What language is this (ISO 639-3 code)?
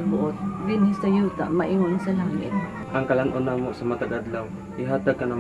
ceb